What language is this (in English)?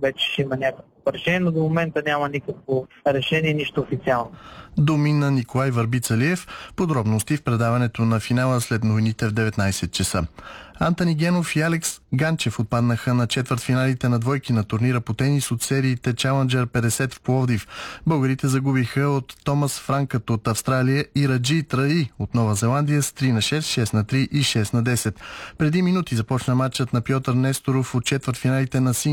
Bulgarian